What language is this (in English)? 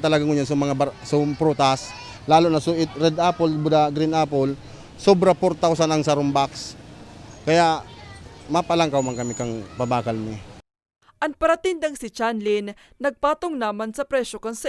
Bikol